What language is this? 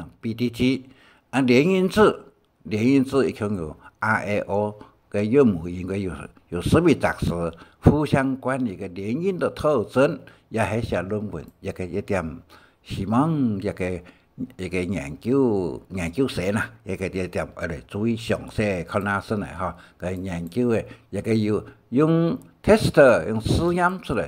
Hakka Chinese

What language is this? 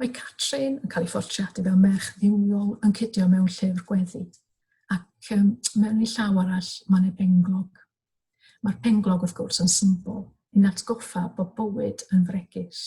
Welsh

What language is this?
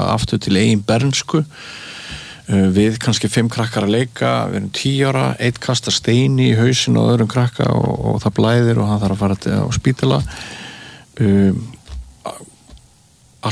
Icelandic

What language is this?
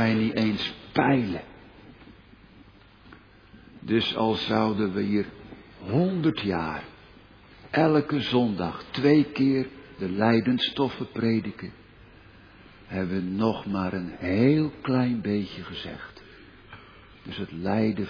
Dutch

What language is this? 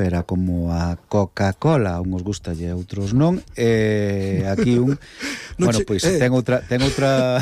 Galician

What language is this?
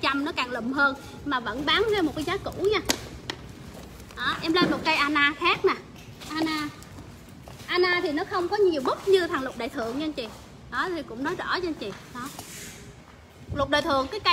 Vietnamese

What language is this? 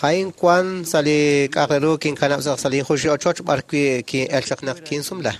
Kekchí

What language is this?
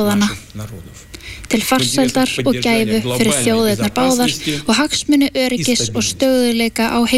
Icelandic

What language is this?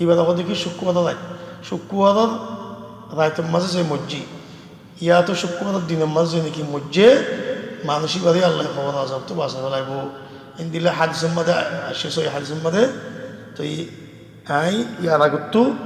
Rohingya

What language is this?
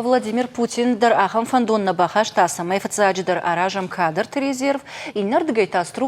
Ossetic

